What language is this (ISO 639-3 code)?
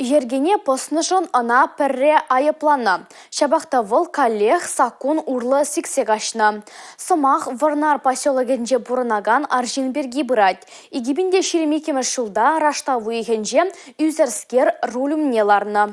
chv